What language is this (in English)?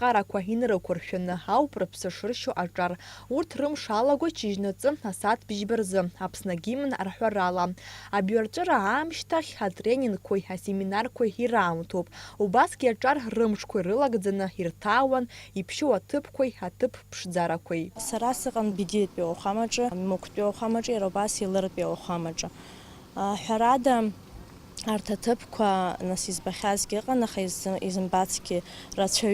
Abkhazian